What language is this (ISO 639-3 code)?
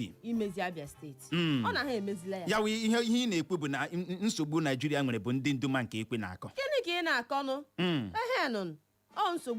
ibo